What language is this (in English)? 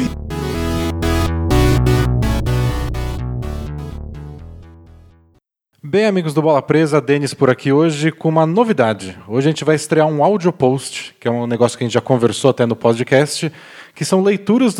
Portuguese